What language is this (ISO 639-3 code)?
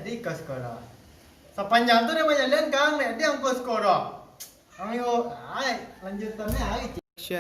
min